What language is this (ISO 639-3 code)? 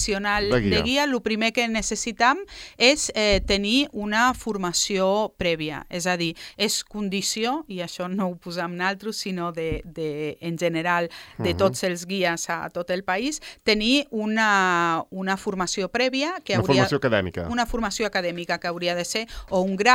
cat